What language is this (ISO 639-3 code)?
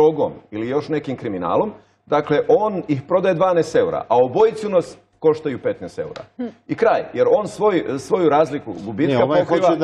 bos